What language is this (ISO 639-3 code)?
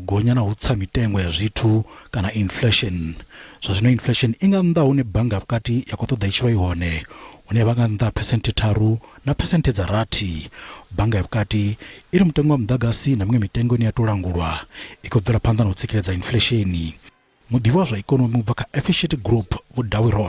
ven